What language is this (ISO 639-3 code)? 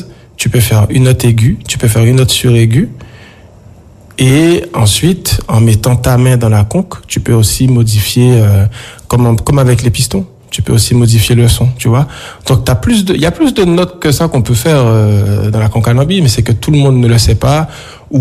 fra